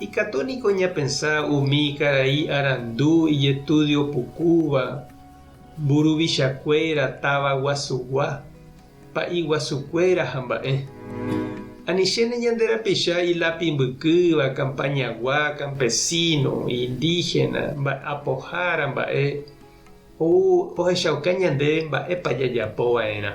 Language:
Guarani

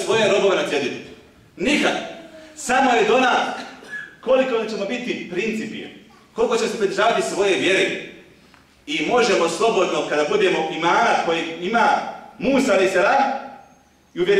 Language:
Bosnian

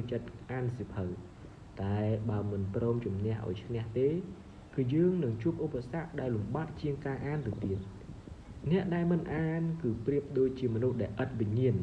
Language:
Khmer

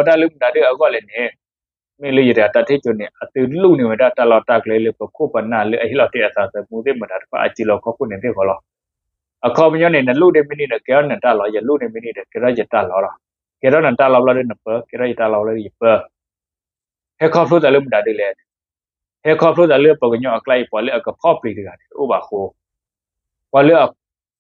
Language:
S'gaw Karen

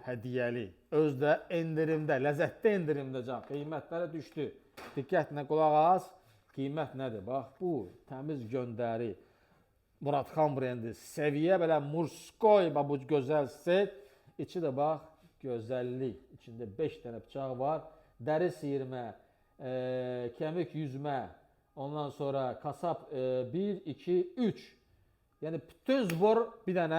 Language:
Azerbaijani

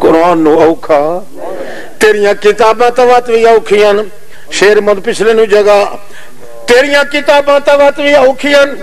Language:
Western Panjabi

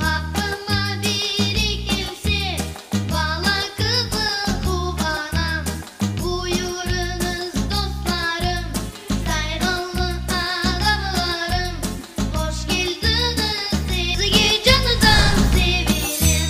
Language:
Crimean Tatar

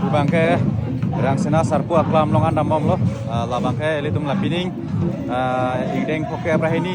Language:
Karbi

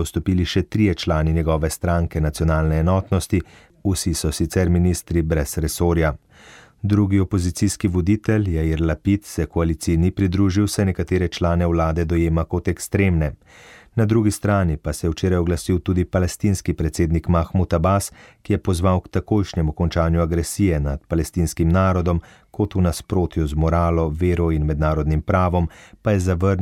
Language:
Slovenian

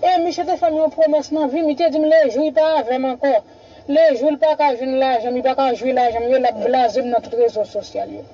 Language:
Haitian Creole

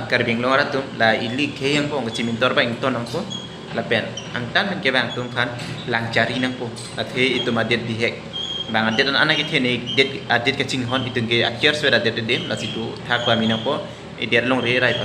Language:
Karbi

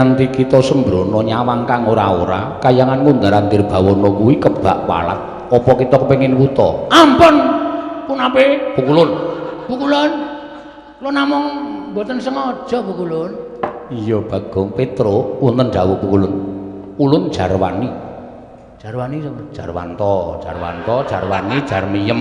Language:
Javanese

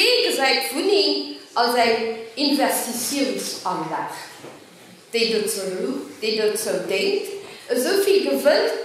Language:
Luxembourgish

